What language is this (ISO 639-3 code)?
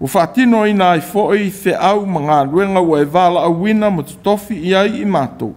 smo